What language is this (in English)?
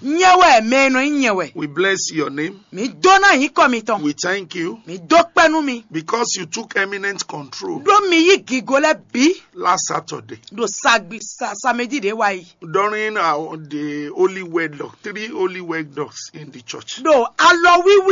Fon